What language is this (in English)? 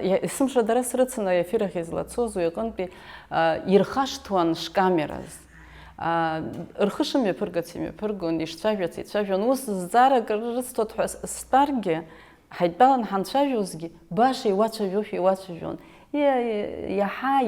Abkhazian